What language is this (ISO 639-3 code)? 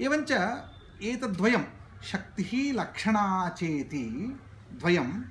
san